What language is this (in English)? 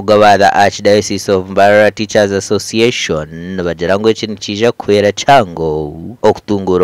Nyankole